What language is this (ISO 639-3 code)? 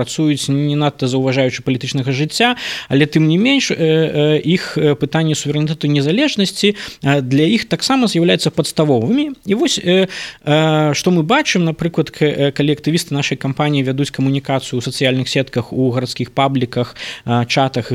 bel